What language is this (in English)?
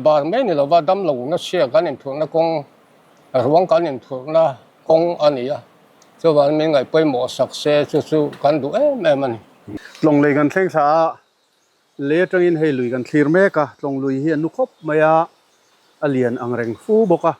Mizo